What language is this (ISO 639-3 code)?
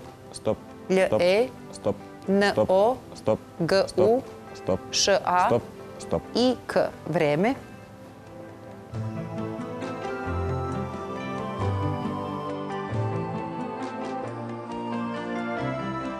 srp